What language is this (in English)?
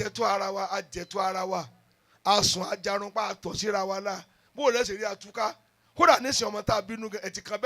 Yoruba